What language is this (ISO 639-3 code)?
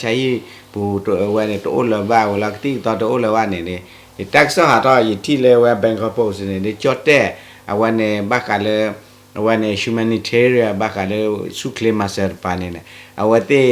ksw